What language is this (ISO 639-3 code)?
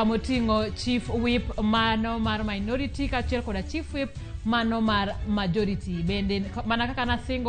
luo